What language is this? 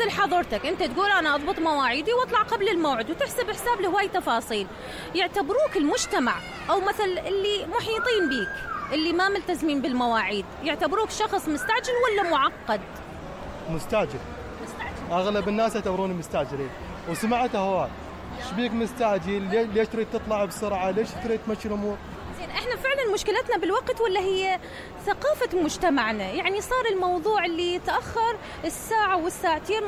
Mesopotamian Arabic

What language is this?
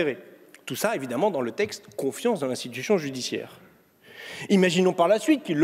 French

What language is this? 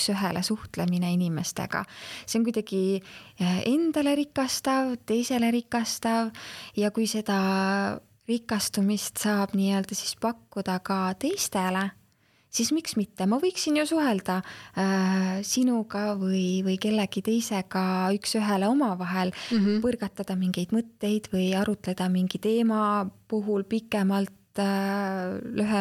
Estonian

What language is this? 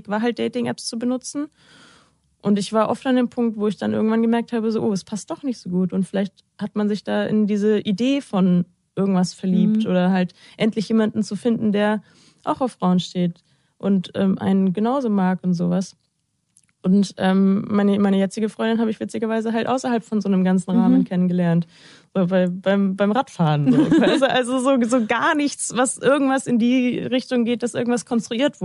German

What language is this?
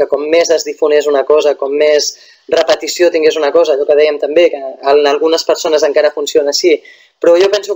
Catalan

